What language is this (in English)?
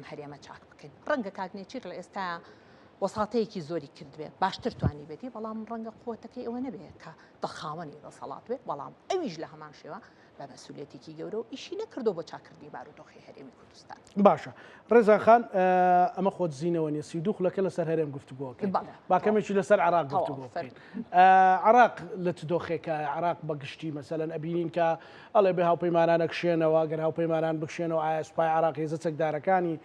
Central Kurdish